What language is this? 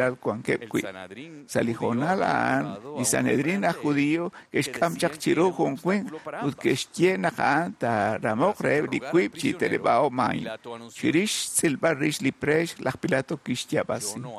Kekchí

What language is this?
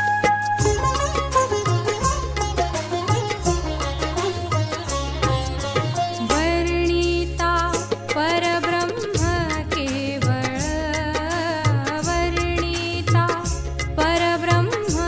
Marathi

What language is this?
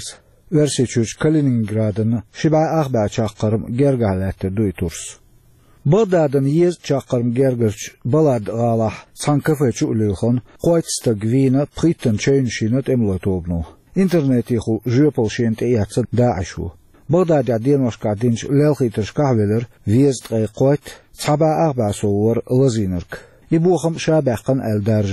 Chechen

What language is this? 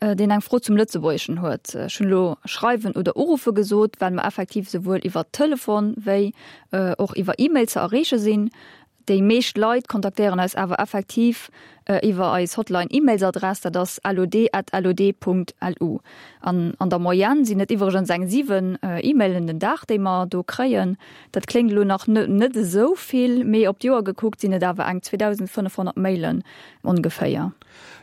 Luxembourgish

